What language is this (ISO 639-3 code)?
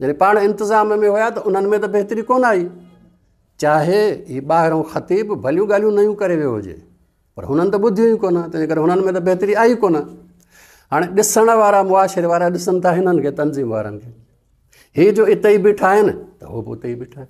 snd